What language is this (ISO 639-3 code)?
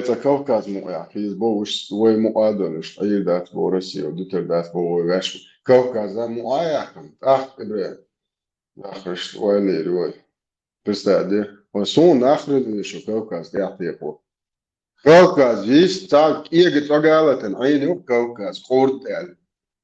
che